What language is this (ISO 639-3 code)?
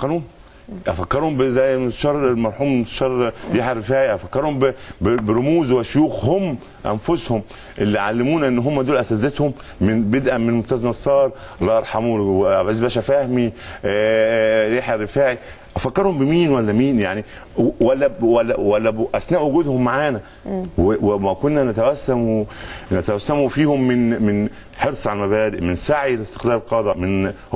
arz